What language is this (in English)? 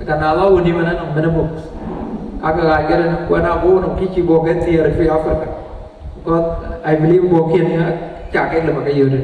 Dinka